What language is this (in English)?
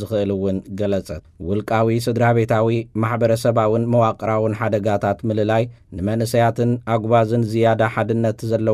Tigrinya